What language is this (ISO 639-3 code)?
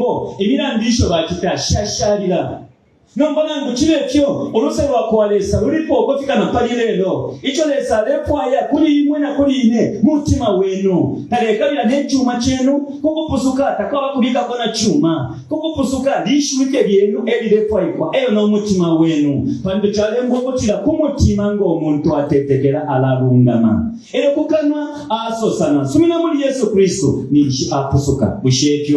bem